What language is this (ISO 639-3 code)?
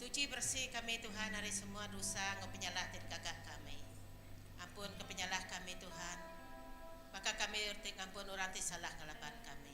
iba